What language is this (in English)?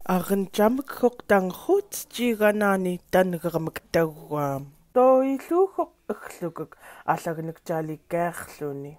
Central Yupik